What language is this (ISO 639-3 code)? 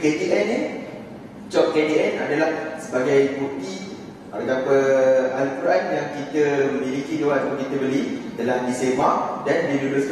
msa